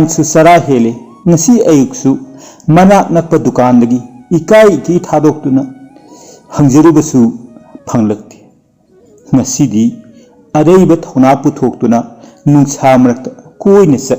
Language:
Manipuri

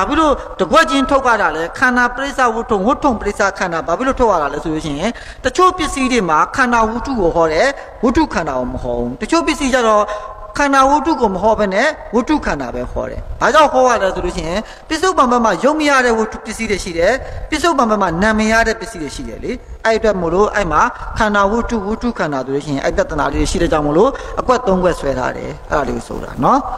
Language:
Burmese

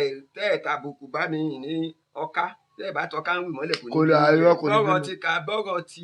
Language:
Yoruba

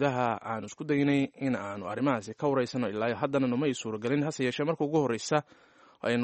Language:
Somali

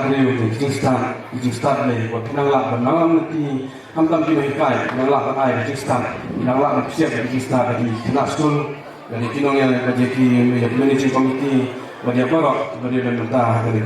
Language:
Khasi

